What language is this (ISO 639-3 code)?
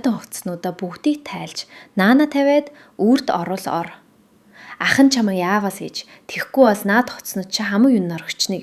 mon